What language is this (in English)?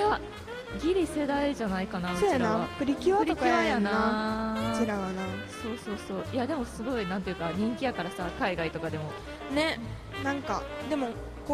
Japanese